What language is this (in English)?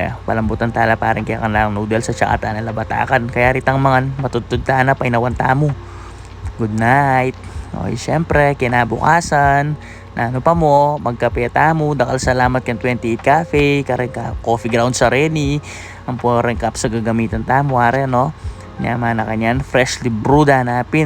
Pampanga